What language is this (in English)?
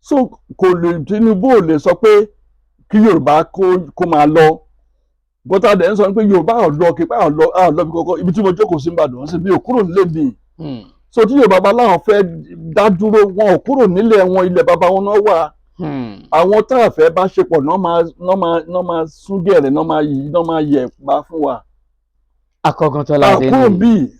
Yoruba